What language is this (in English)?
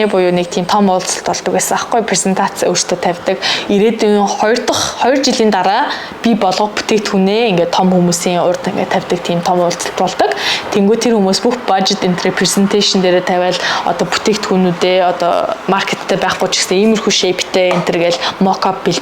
Mongolian